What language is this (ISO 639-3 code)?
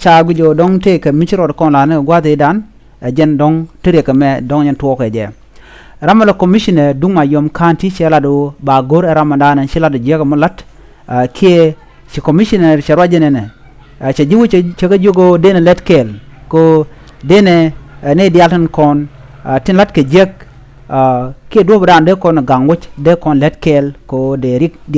nus